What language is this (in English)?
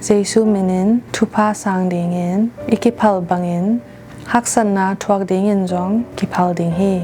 Tedim Chin